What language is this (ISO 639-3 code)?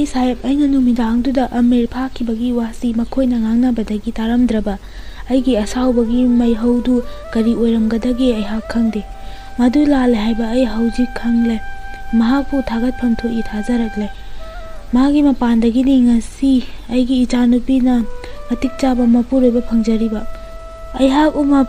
mni